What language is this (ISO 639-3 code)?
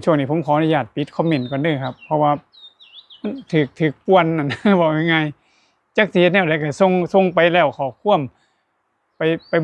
tts